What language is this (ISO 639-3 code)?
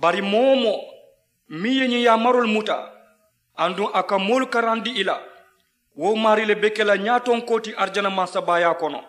man